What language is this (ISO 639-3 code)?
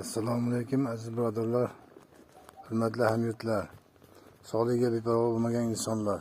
uzb